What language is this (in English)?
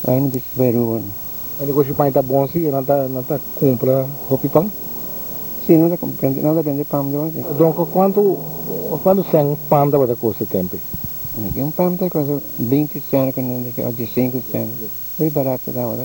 Papiamento